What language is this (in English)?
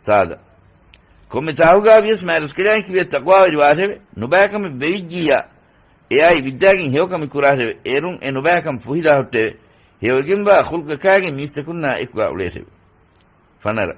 Divehi